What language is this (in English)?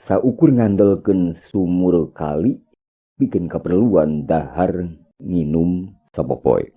Sundanese